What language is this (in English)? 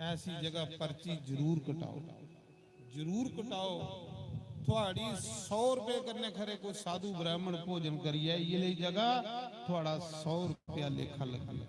Dogri